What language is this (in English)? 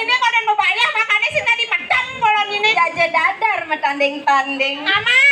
Balinese